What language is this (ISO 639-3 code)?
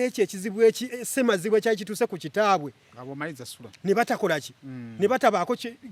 lug